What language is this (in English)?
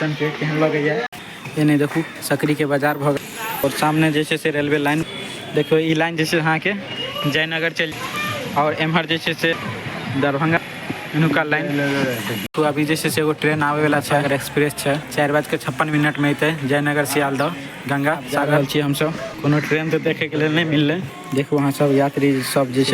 Maithili